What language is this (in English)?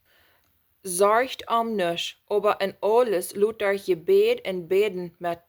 Plautdietsch